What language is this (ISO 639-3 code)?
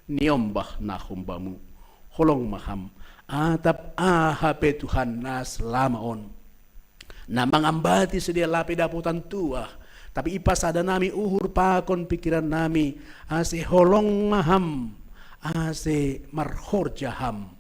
bts